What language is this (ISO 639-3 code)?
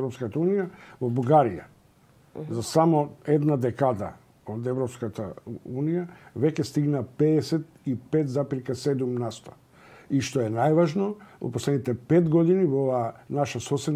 mkd